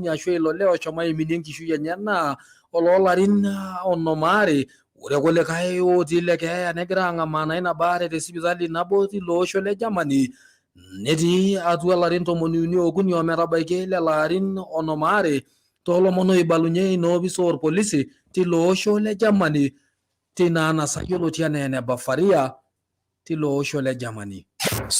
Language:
Masai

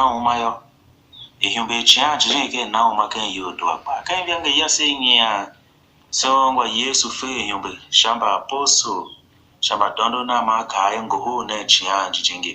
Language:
Tiv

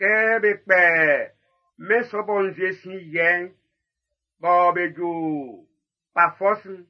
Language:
Baoulé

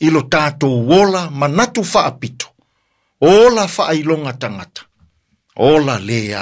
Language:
Samoan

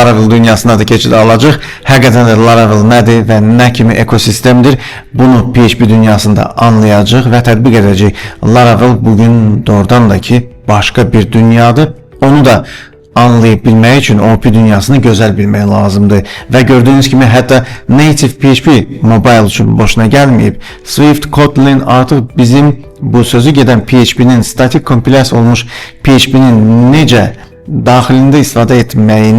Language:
Azerbaijani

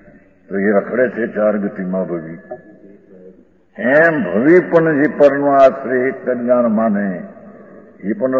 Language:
Gujarati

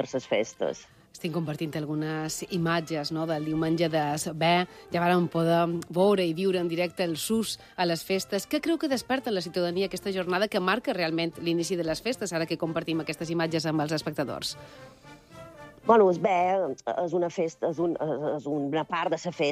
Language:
Catalan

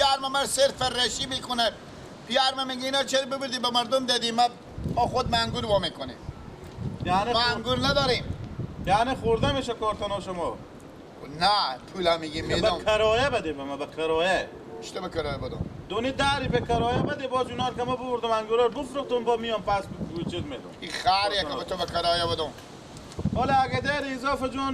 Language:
Persian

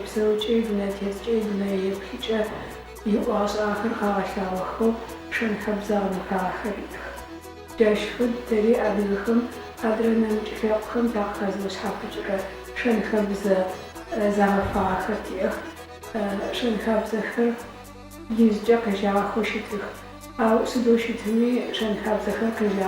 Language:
Adyghe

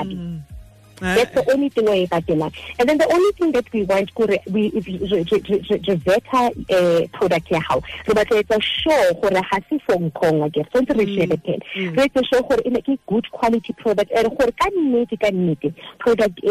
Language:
Southern Sotho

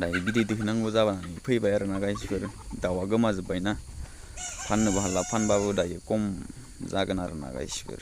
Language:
Bodo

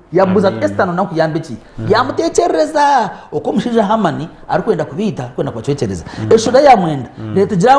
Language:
Nyankole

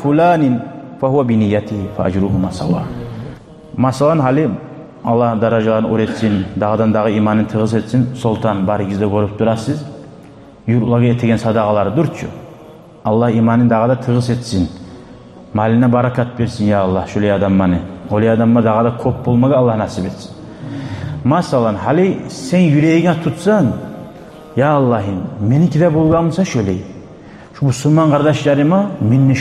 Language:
Kumyk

